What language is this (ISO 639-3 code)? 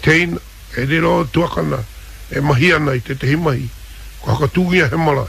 mri